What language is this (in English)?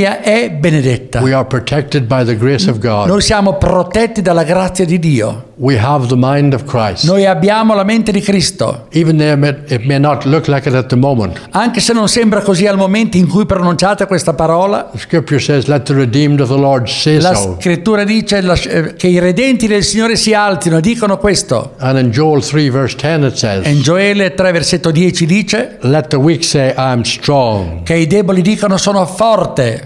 Italian